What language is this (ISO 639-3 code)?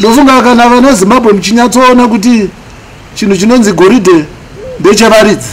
sna